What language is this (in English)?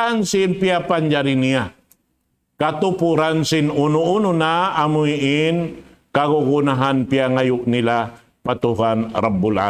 Tausug